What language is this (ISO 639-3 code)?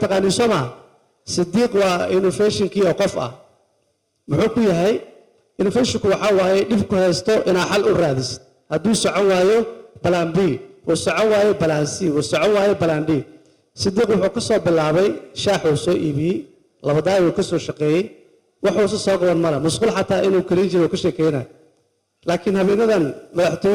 som